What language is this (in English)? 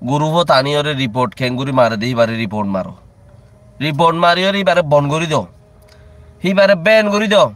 Rohingya